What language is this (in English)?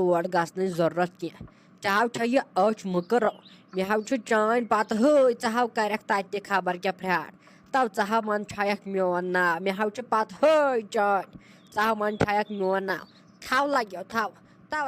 Kashmiri